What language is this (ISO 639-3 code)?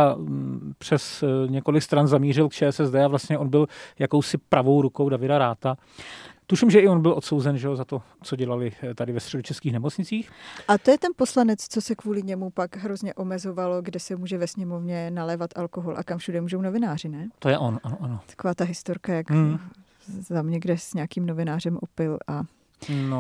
ces